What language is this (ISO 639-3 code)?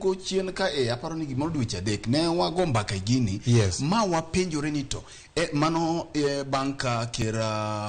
luo